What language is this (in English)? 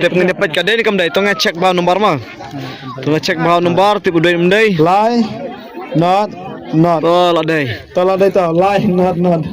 Khasi